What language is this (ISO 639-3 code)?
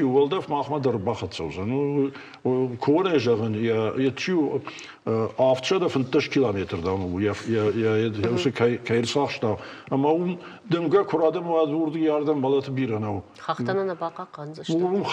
oss